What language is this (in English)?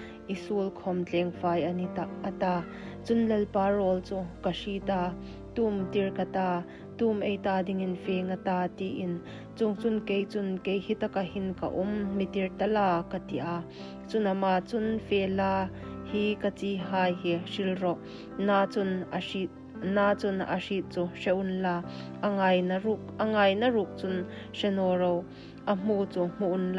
Hmar